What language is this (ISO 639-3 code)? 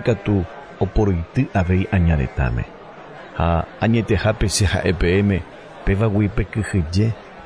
grn